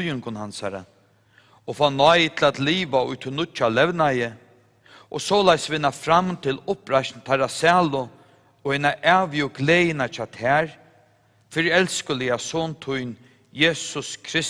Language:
Faroese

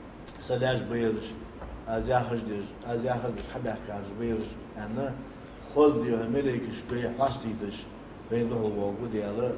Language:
Ingush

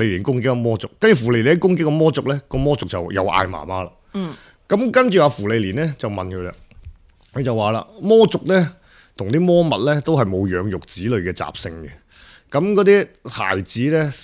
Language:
Cantonese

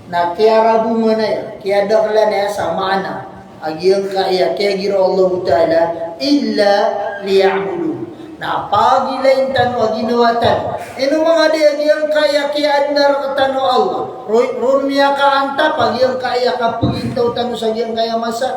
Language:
Maranao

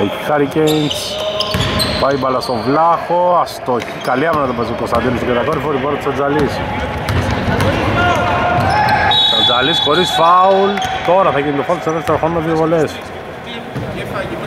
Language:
Greek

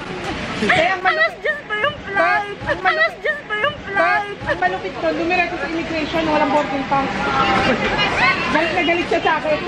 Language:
Filipino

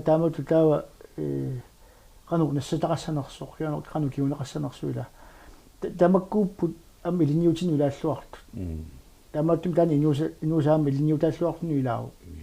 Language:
Kalaallisut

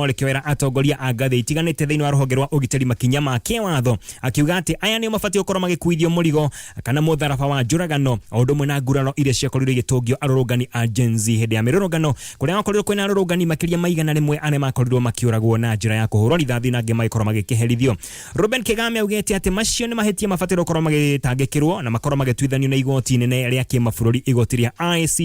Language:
Kikuyu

